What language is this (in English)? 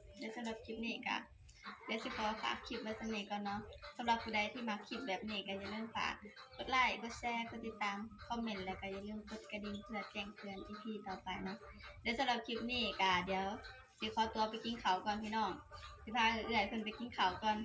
Lao